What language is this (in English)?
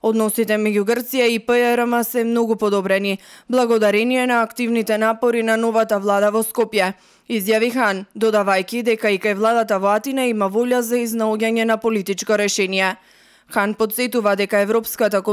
Macedonian